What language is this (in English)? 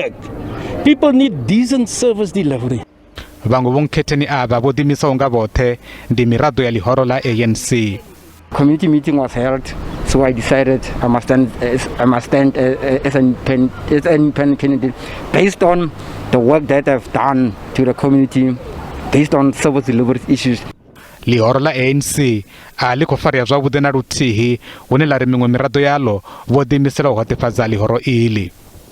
Venda